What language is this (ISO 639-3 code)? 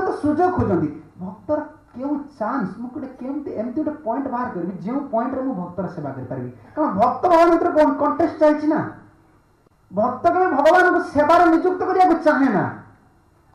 ori